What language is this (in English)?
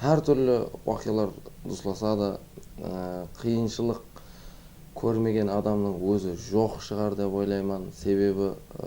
Kara-Kalpak